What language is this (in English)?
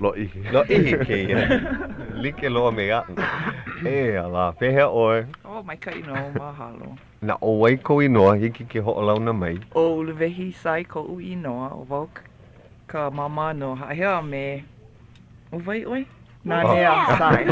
Hawaiian